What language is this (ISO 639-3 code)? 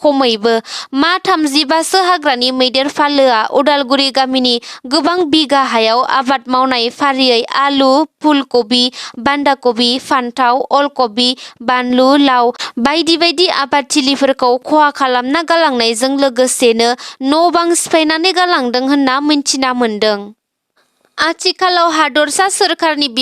brx